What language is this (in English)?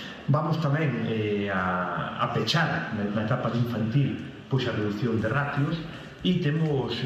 Galician